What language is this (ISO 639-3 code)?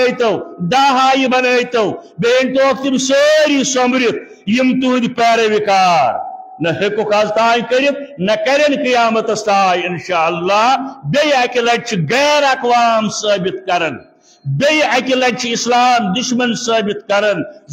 kas